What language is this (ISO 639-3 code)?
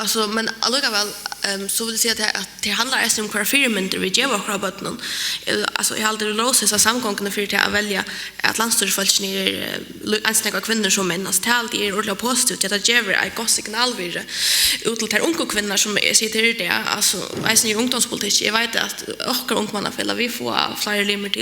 fao